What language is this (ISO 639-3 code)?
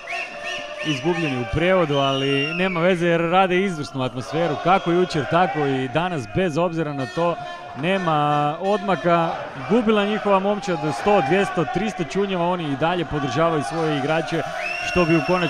hrv